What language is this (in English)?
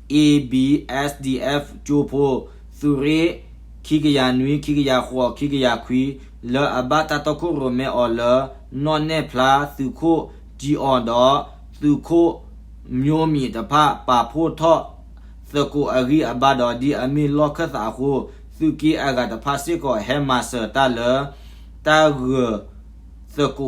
S'gaw Karen